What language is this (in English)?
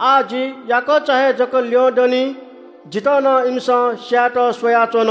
Newari